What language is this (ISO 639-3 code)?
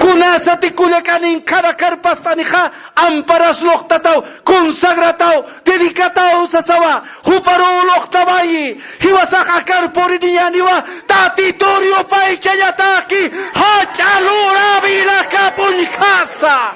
aym